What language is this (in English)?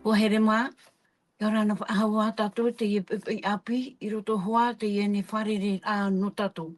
Tahitian